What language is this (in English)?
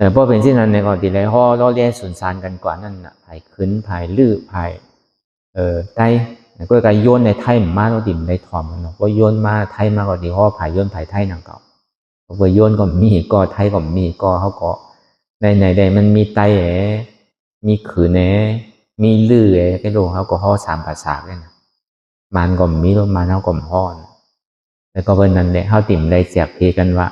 Shan